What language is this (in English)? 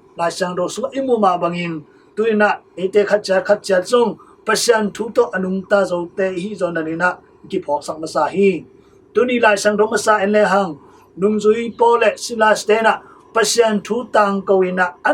Tedim Chin